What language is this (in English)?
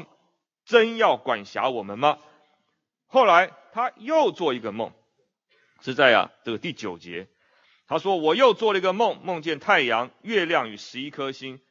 Chinese